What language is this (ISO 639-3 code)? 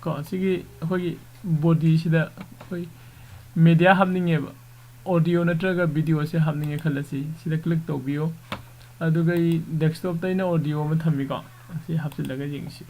mni